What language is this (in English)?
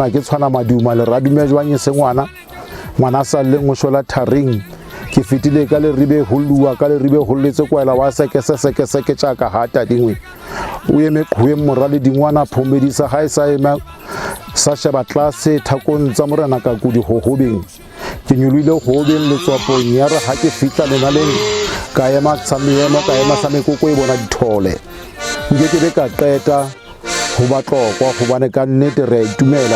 Southern Sotho